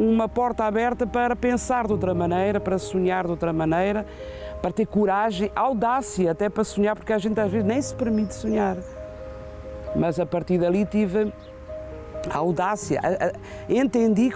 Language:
Portuguese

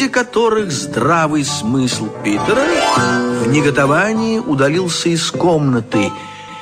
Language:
Russian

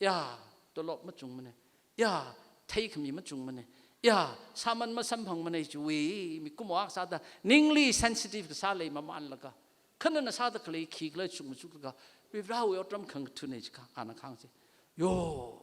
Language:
Tangkhul Naga (India)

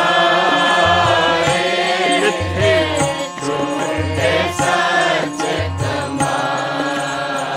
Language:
Punjabi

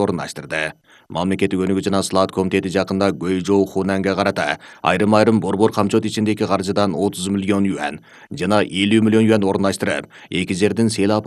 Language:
Kyrgyz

